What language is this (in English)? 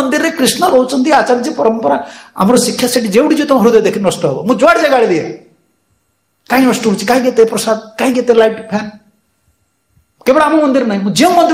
Odia